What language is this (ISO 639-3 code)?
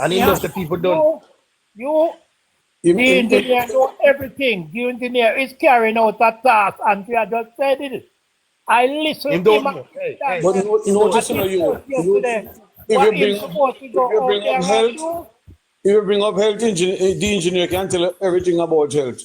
jam